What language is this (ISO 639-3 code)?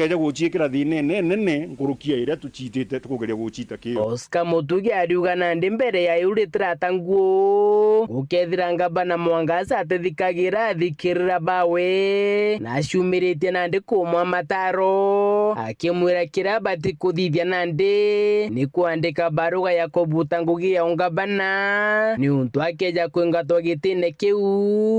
mer